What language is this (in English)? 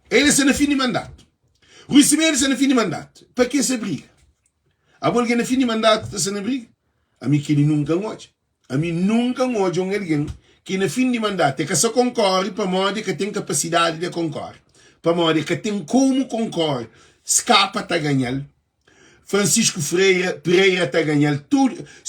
Kabuverdianu